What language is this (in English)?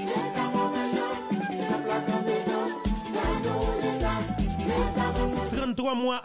French